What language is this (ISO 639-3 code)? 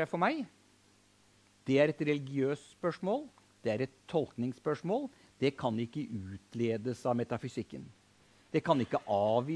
nor